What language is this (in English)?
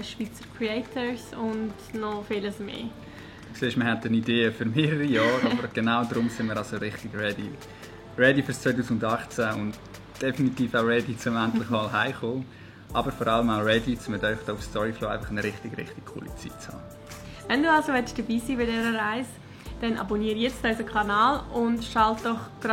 Swiss German